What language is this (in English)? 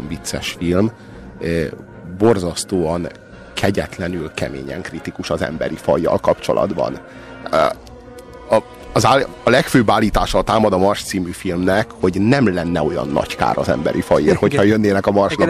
Hungarian